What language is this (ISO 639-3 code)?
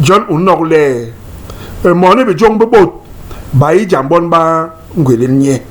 bas